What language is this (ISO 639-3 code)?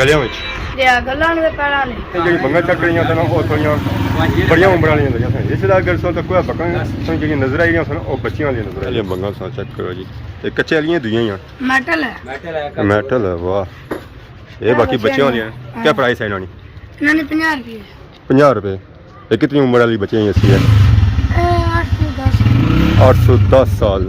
phr